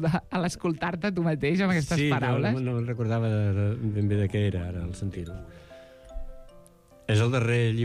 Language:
Catalan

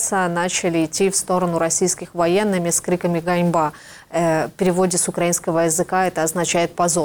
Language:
Russian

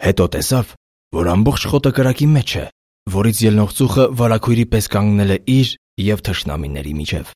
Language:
Armenian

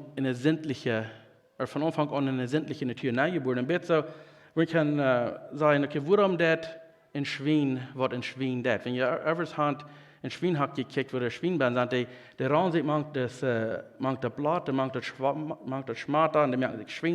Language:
Plautdietsch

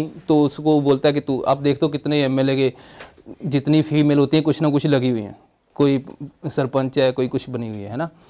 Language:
Hindi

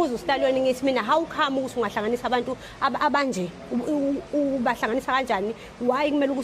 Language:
Zulu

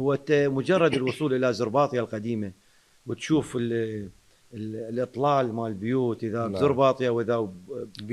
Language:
Mesopotamian Arabic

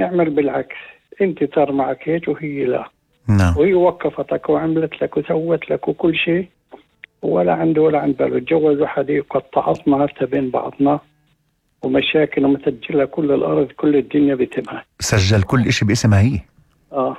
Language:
North Levantine Arabic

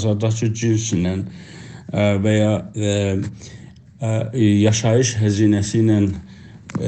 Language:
South Azerbaijani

